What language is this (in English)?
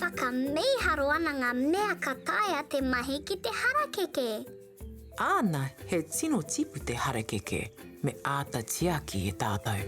Māori